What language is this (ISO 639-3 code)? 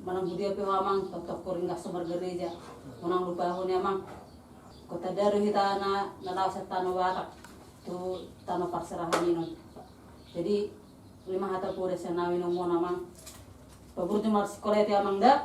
bbc